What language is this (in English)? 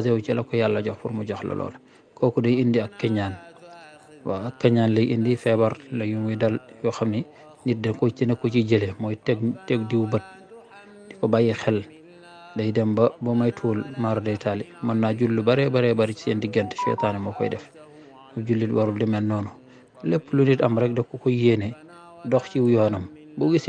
Wolof